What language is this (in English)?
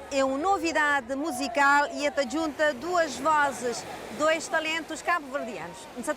Kabuverdianu